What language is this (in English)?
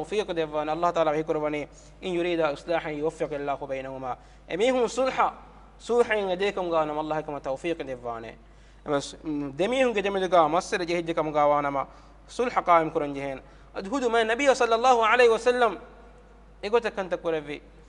Divehi